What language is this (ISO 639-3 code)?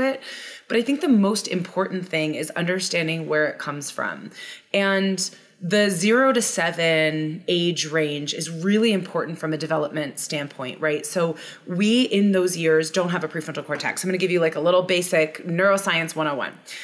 eng